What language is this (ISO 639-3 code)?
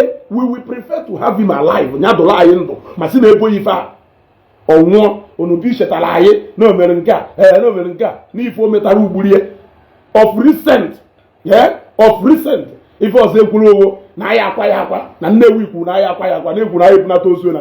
ibo